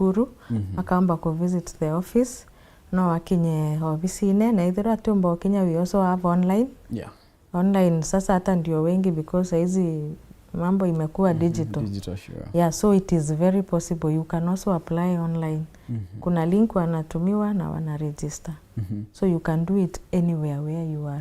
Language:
Meru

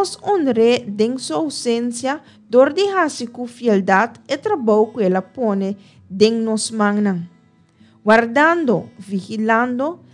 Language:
Papiamento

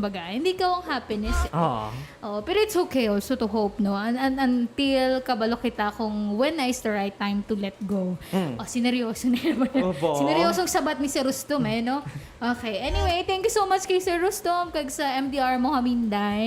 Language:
Hiligaynon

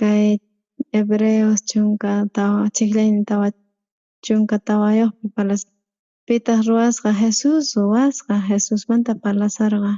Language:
South Bolivian Quechua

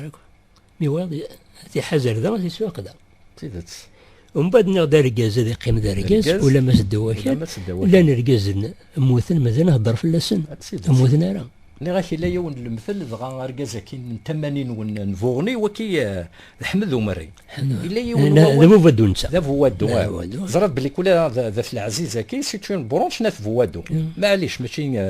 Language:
Kabyle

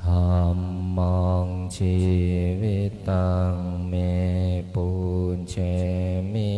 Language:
Pali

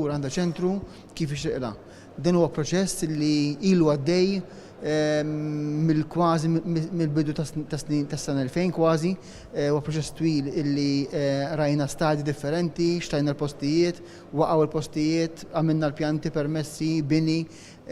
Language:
Maltese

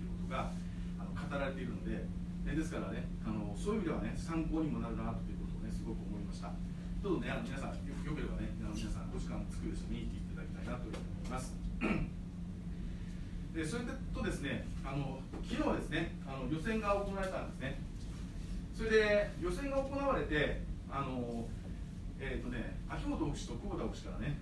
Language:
Japanese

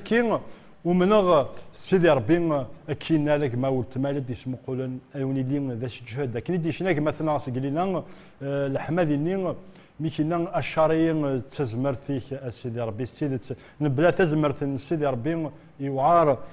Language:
Kabyle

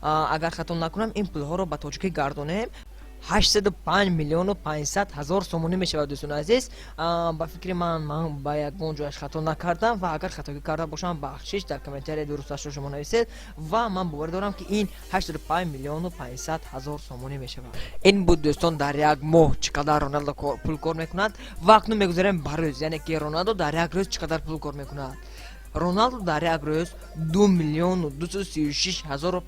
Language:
Tajik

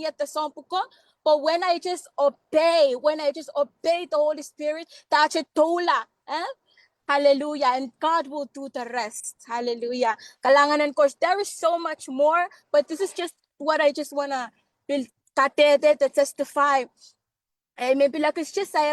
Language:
Pohnpeian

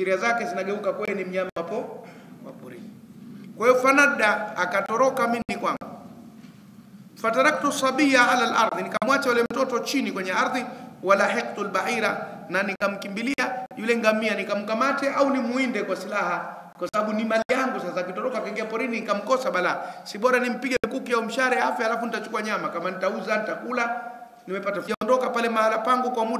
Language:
Swahili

